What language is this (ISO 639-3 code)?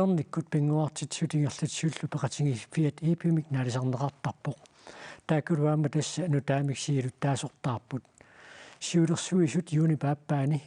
kal